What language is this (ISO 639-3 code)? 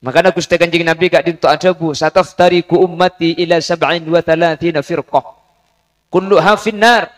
mad